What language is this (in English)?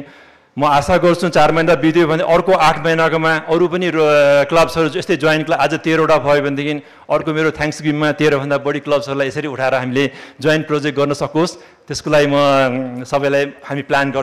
Nepali